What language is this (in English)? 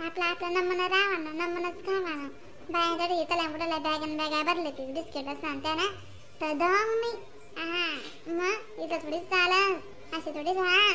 Khandesi